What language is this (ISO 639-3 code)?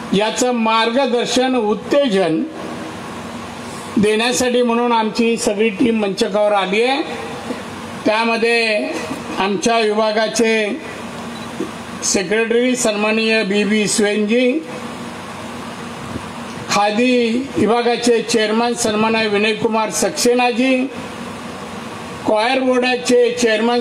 mar